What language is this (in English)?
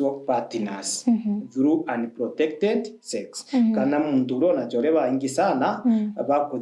Meru